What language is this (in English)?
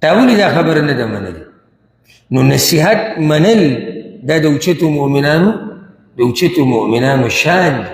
Pashto